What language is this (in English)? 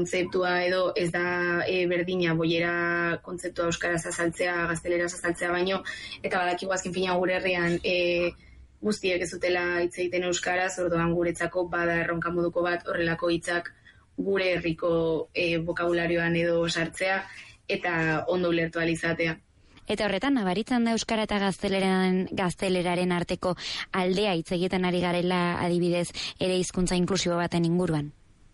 Basque